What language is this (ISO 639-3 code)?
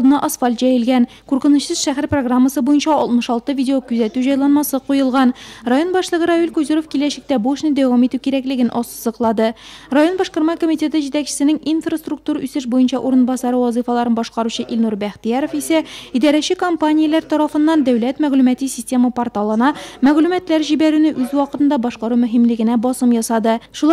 tat